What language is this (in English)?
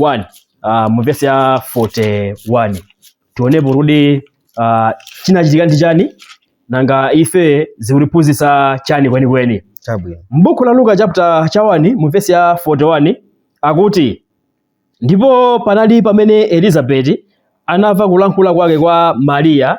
Nyanja